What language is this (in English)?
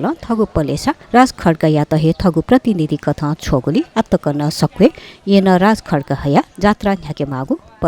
Newari